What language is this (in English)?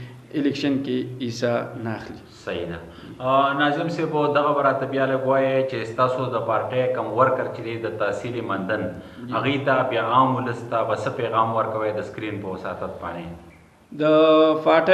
Pashto